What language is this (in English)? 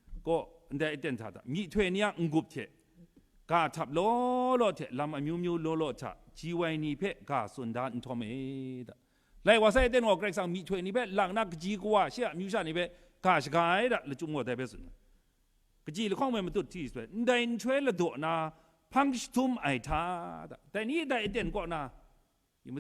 Kachin